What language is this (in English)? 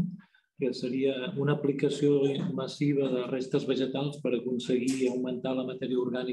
Catalan